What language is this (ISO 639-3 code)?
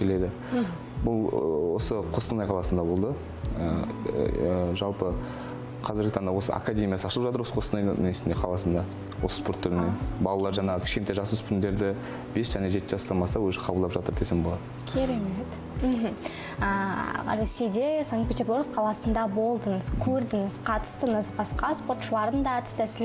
kaz